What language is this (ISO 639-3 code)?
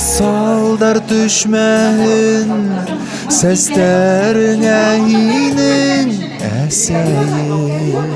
bak